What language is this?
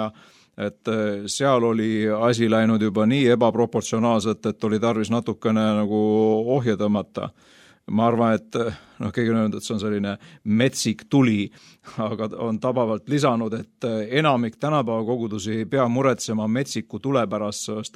Estonian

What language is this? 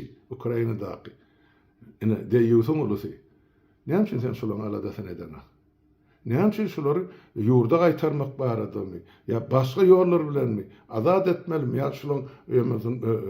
Turkmen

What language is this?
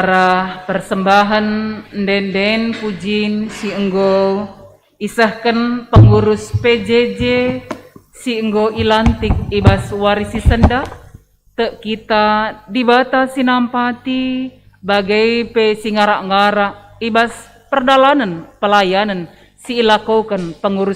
Batak Karo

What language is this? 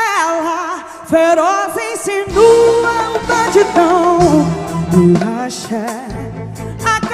Portuguese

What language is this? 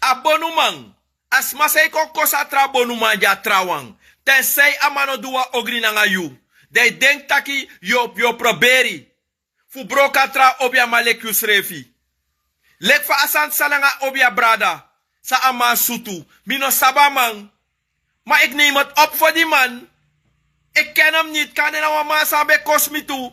Sranan Tongo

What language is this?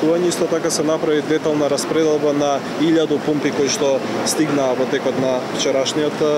Macedonian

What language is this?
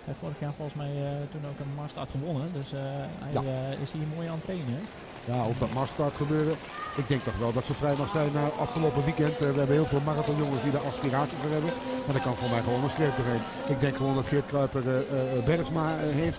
Dutch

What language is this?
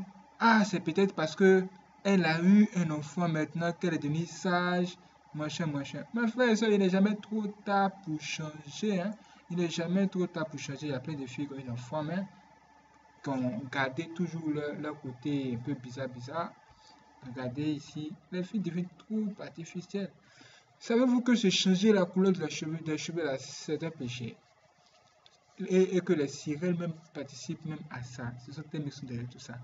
French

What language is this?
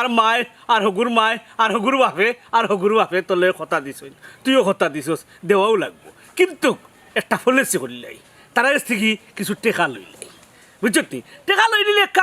Sylheti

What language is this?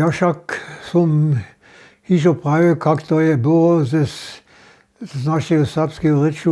Upper Sorbian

